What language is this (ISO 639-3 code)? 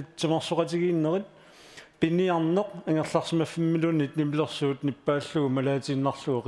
kal